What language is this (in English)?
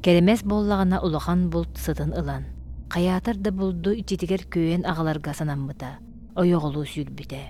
Yakut